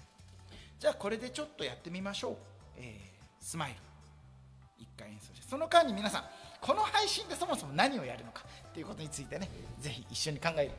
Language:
Japanese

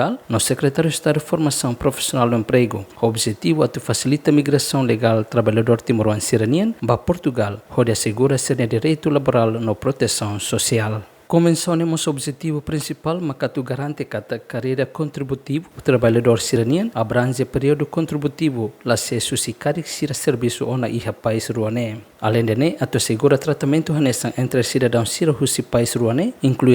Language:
Tetum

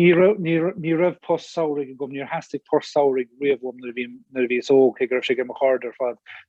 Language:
Irish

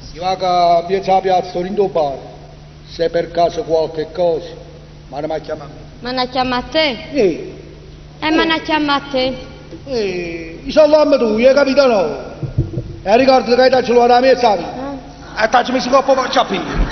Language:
Neapolitan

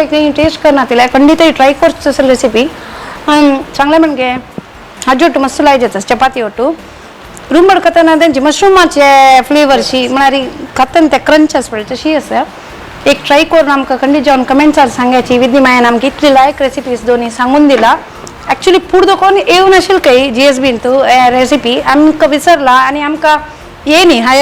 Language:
Konkani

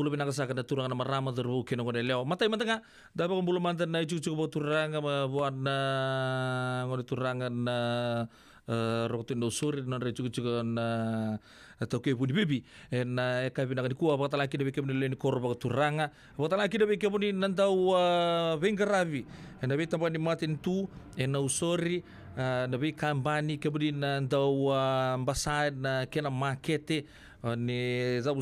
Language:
Fijian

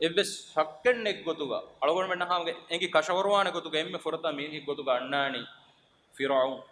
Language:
Divehi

